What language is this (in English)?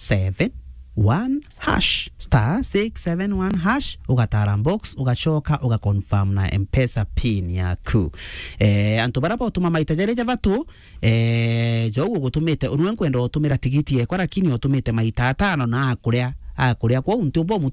Meru